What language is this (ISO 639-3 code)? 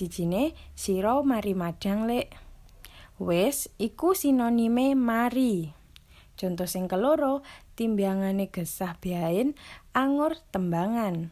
jav